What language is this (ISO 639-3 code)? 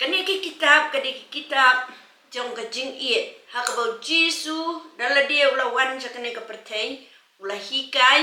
kha